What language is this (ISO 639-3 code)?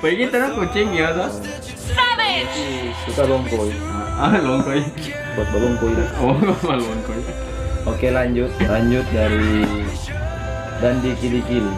xmm